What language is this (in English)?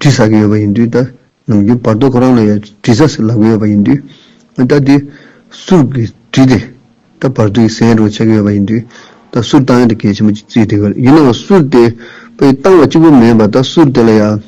Tibetan